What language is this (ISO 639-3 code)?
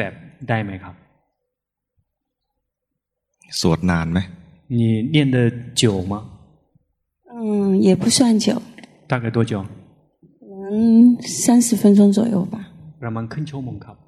tha